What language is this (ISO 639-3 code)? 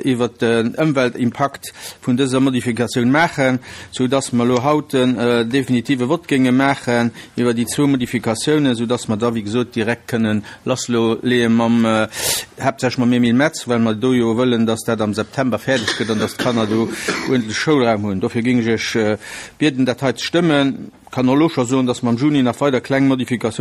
ltz